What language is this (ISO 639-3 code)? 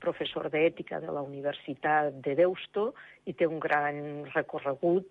cat